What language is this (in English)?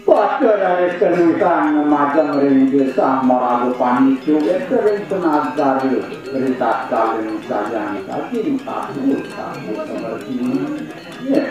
Balinese